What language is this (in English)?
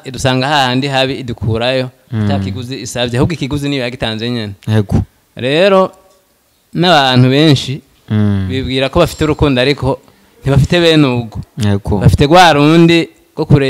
Rundi